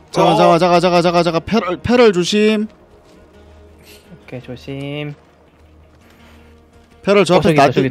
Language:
Korean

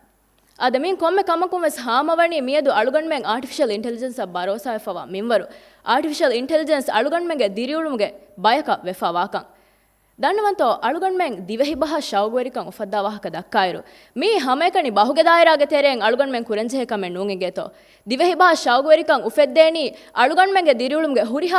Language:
Divehi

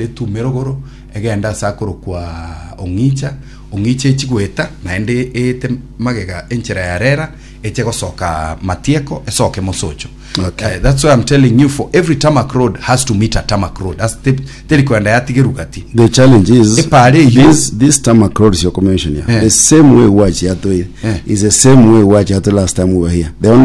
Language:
Gusii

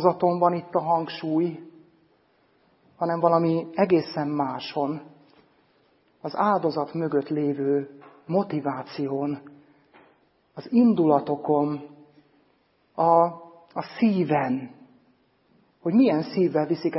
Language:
Hungarian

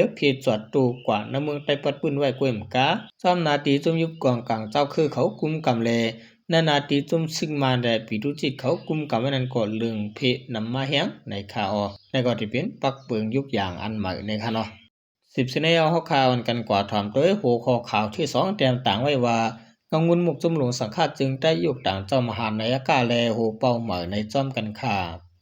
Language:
Shan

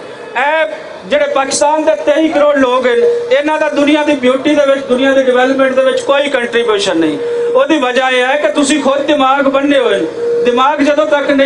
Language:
Western Panjabi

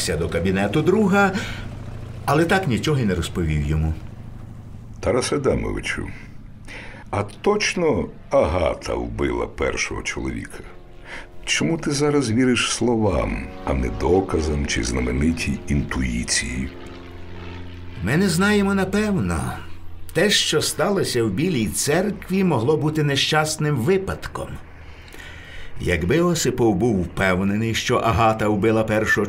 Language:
Ukrainian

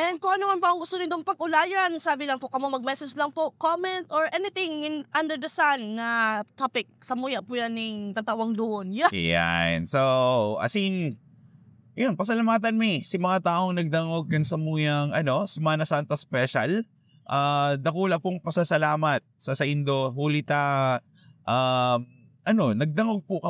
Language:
Bikol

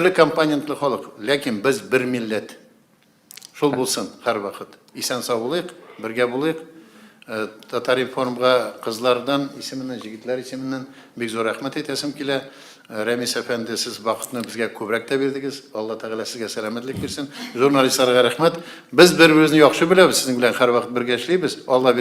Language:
Tatar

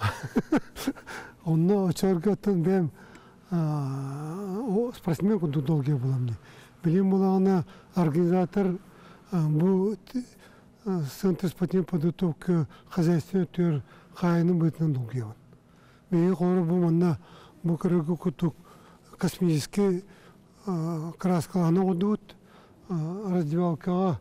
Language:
Yakut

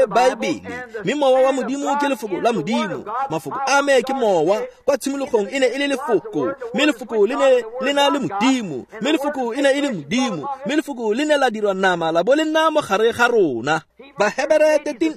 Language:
Tswana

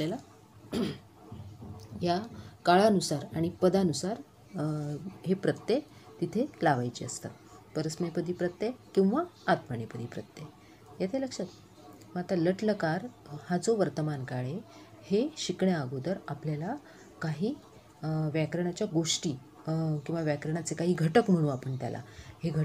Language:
Marathi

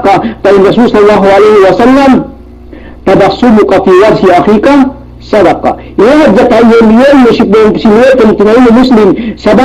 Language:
Yakan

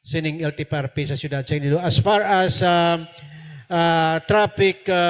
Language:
Hiligaynon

